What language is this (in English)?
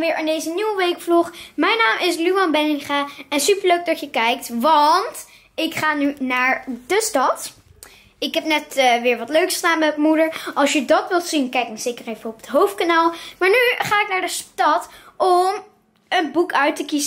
Dutch